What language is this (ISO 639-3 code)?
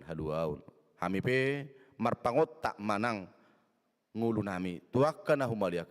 bbc